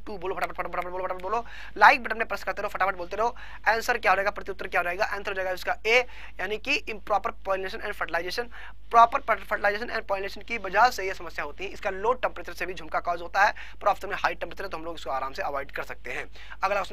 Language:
Hindi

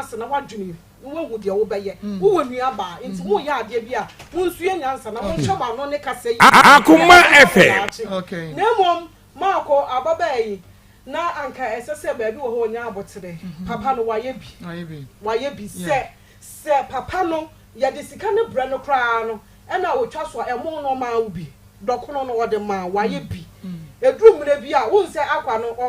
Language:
Akan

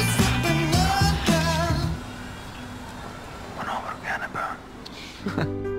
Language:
Danish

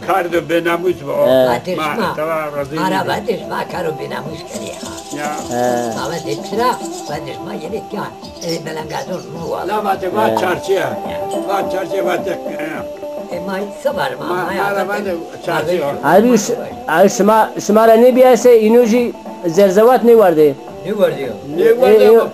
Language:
Zaza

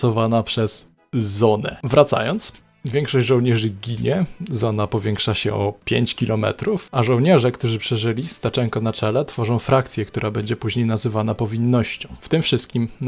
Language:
Polish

